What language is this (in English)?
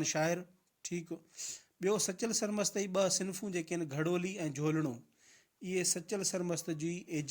Sindhi